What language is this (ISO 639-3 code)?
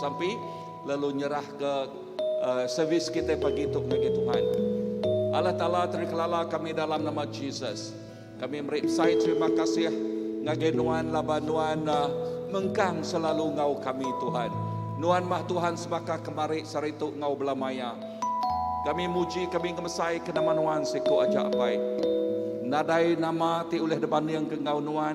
iba